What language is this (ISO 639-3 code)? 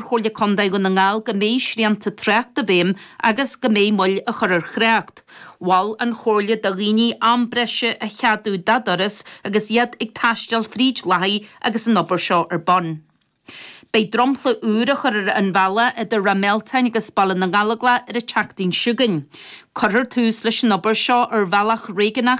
gle